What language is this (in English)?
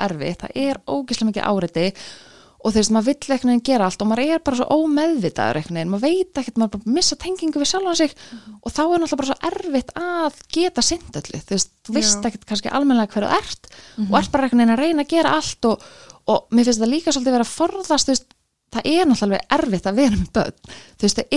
Icelandic